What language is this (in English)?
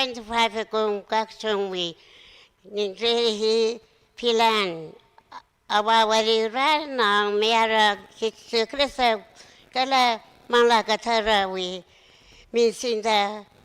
Tangkhul Naga (India)